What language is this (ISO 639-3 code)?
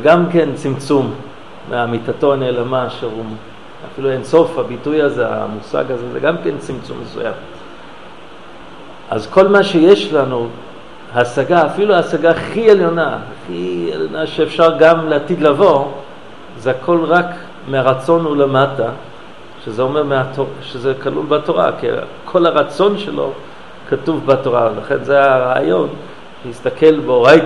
heb